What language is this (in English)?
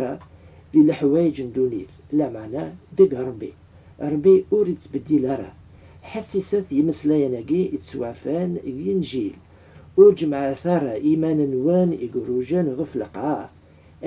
Kabyle